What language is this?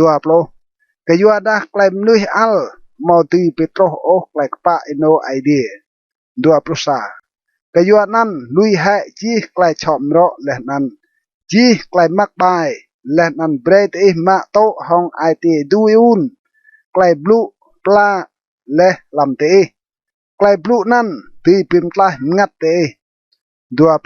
Rade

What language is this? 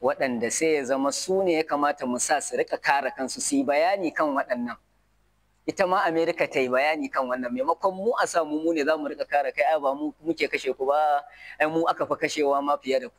Hausa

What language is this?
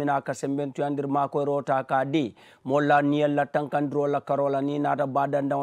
Mandingo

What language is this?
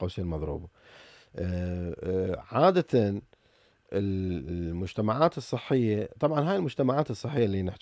Mesopotamian Arabic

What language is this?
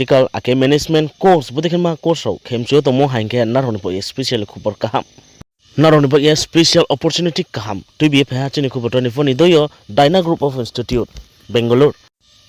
Riang (India)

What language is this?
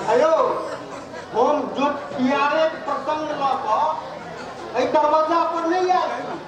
Maithili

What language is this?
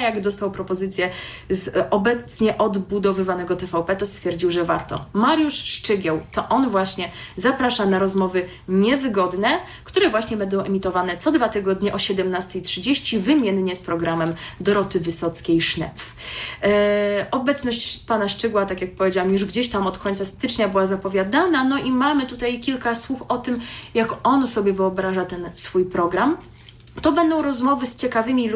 Polish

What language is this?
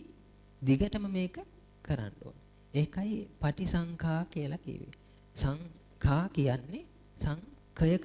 Sinhala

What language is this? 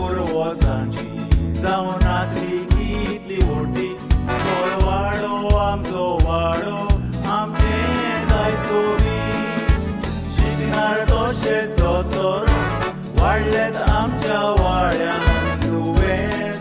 Konkani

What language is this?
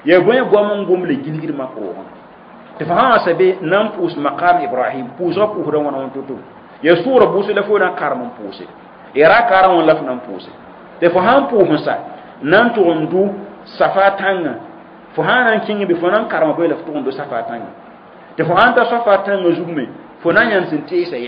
Mossi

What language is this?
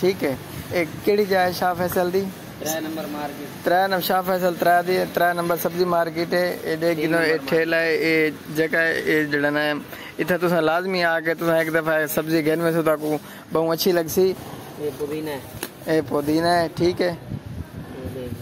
Saraiki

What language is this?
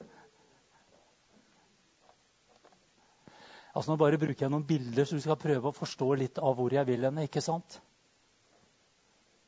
Norwegian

